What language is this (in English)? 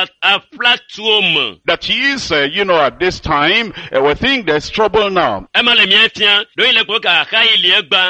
Ewe